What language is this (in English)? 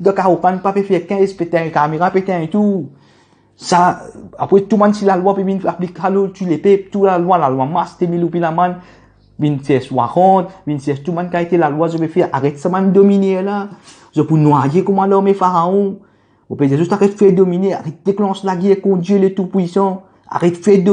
Morisyen